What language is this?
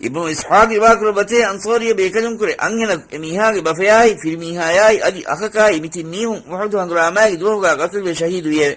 Divehi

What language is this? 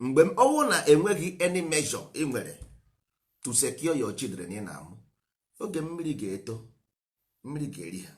Igbo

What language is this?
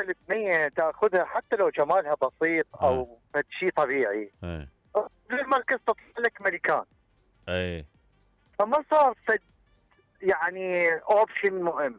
Mesopotamian Arabic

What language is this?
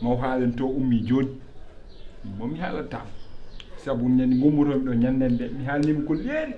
Fula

